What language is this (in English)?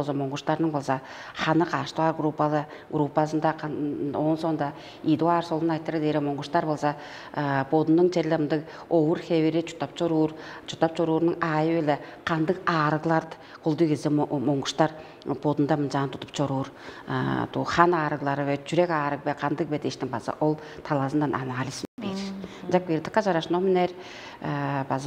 Tuvinian